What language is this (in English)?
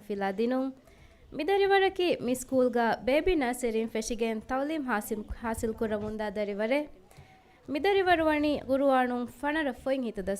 Divehi